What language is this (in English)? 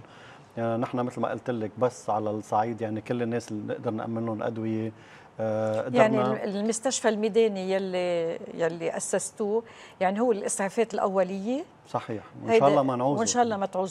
North Levantine Arabic